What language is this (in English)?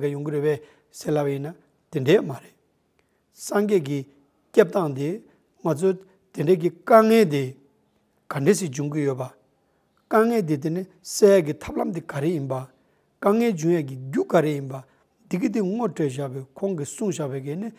Tibetan